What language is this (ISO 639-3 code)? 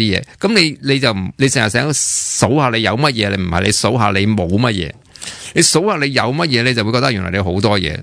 yue